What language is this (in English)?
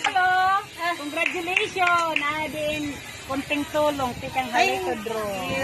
Waray